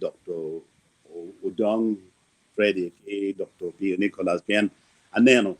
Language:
Acoli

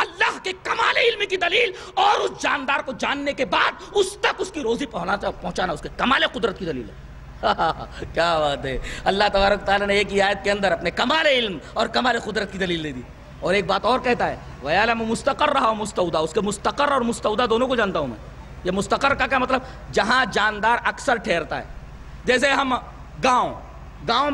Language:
Urdu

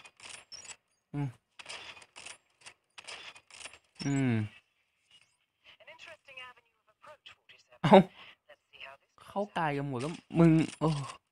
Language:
Thai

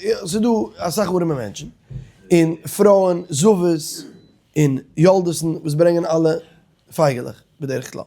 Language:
Yiddish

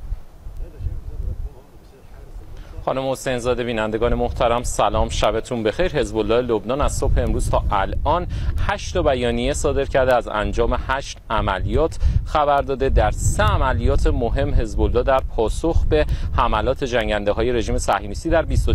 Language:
Persian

